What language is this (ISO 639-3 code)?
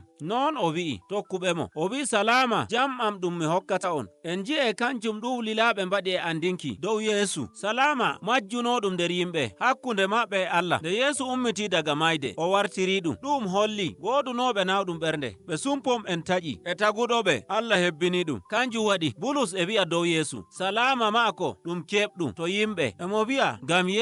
fuv